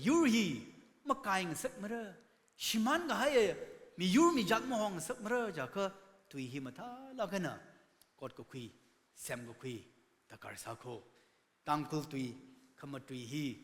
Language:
Tangkhul Naga (India)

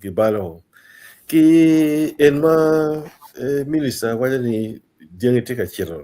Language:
Acoli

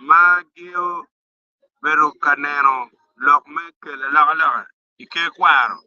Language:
Acoli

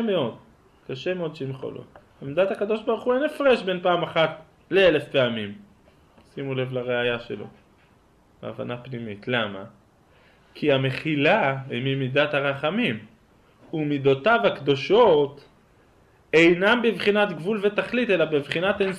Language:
Hebrew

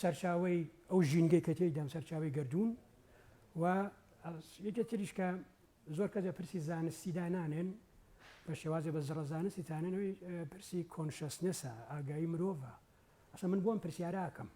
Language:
Central Kurdish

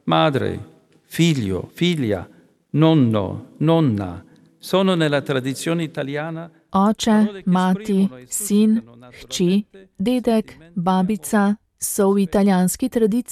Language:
Slovenian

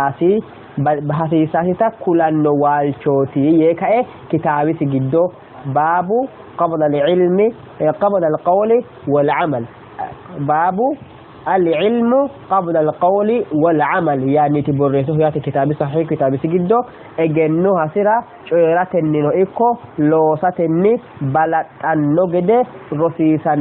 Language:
Sidamo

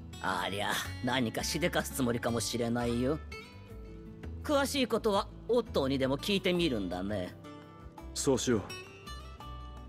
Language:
Japanese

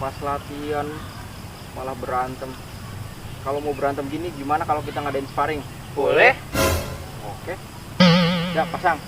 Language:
Betawi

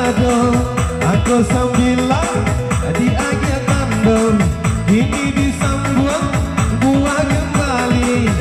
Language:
Minangkabau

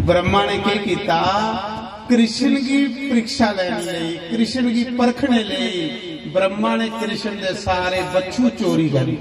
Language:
Dogri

